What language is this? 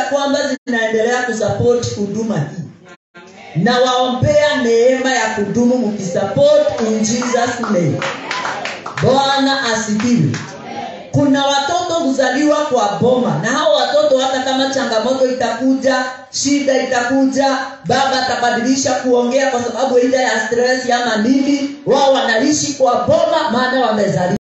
Swahili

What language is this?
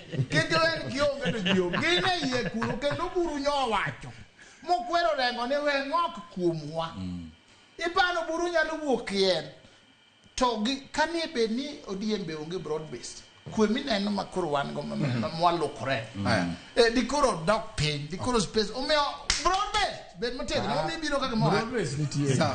Luo (Kenya and Tanzania)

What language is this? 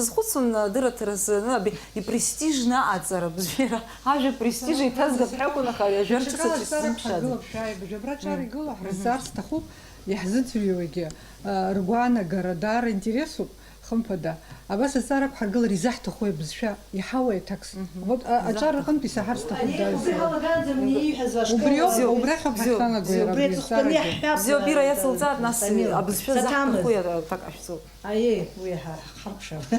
Abkhazian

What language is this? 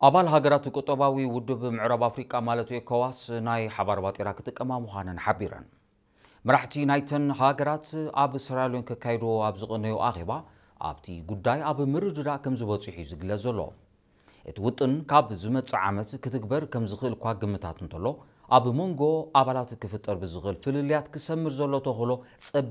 Tigrinya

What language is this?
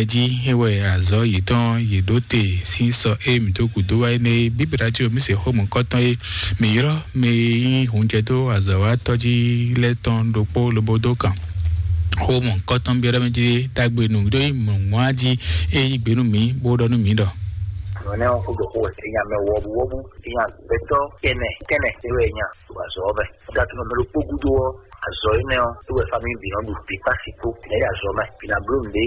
Fon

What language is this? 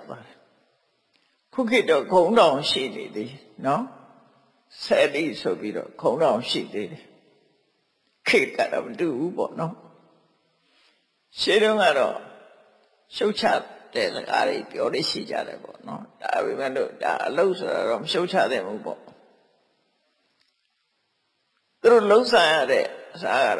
Burmese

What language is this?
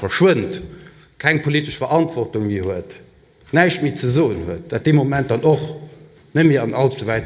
Luxembourgish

